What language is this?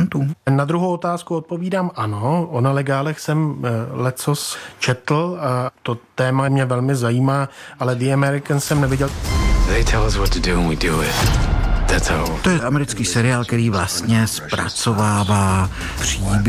Czech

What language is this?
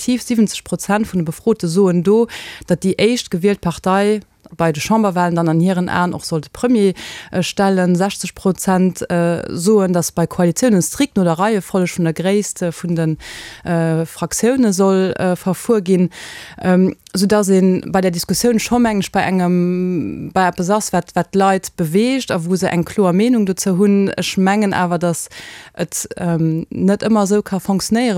Luxembourgish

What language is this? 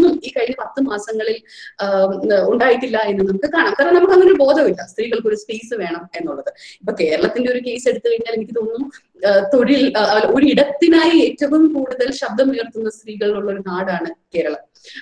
Malayalam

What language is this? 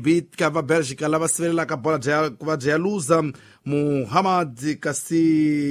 Tsonga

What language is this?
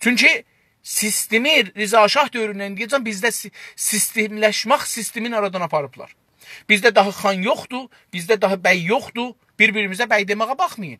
South Azerbaijani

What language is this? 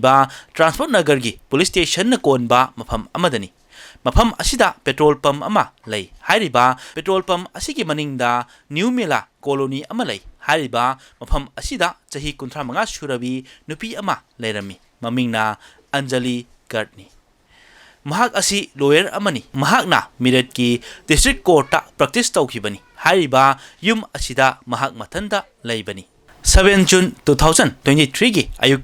Manipuri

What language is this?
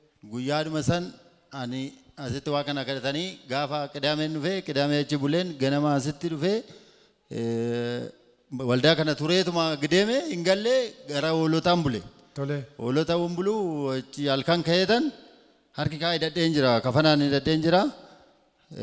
Oromo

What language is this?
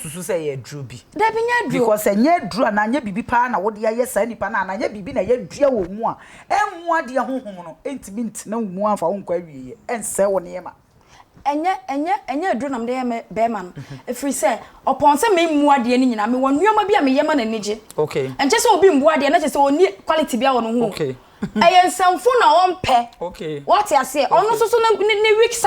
Akan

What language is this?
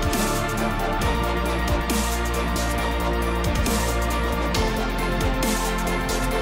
Serbian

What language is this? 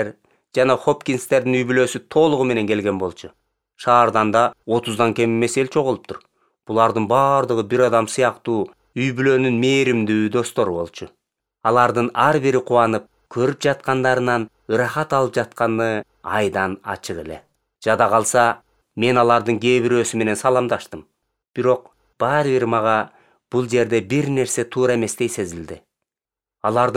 Kyrgyz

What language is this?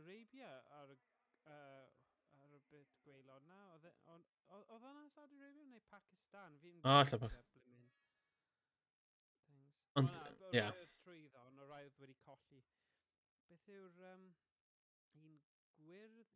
Welsh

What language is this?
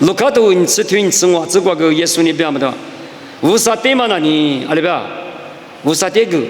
Lisu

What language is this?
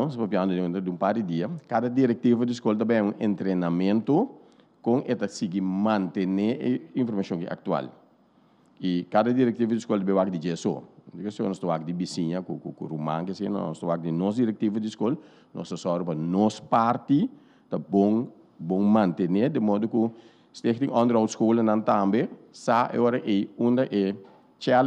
Papiamento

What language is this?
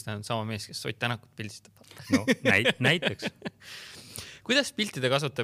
Estonian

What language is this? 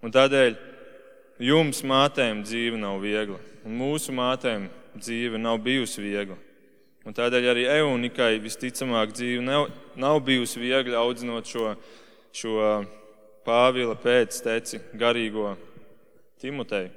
Latvian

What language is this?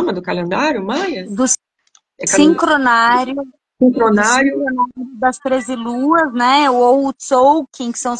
Portuguese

